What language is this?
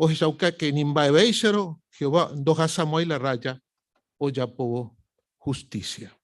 Guarani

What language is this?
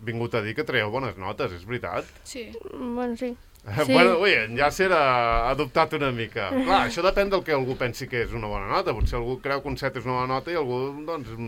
Catalan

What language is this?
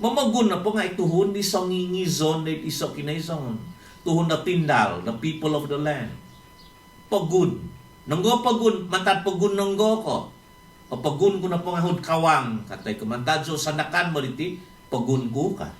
Central Dusun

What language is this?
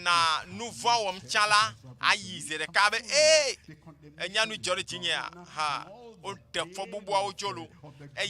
Ewe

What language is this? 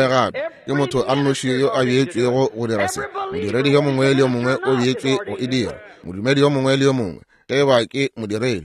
Northern Sotho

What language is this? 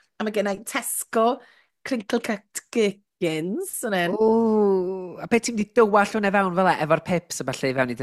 Welsh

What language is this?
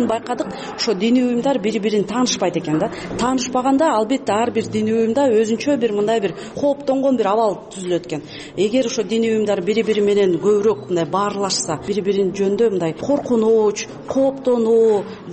Kyrgyz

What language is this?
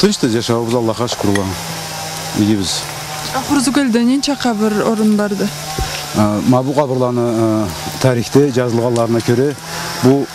Karachay-Balkar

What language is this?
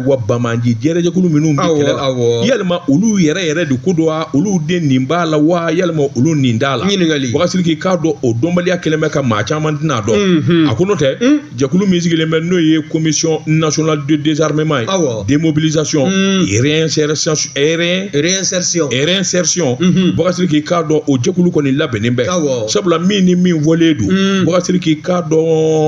Bambara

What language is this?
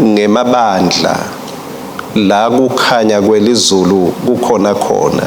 Swati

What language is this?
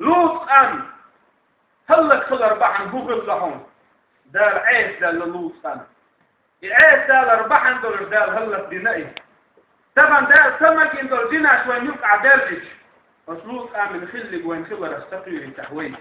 Chechen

